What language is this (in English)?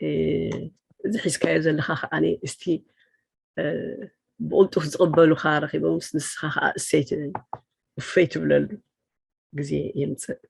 Tigrinya